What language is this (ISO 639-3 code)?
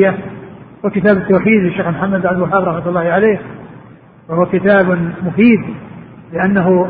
ara